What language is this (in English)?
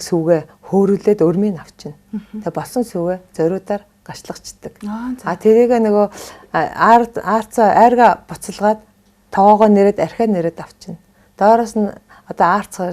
Mongolian